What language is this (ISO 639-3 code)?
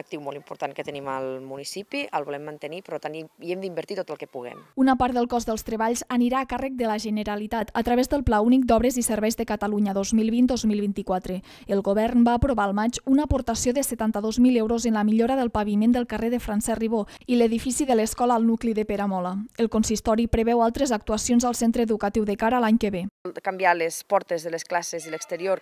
cat